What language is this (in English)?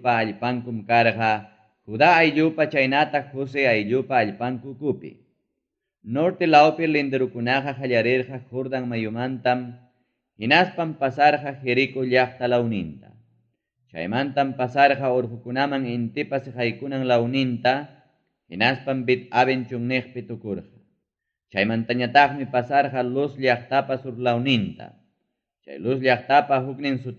Ayacucho Quechua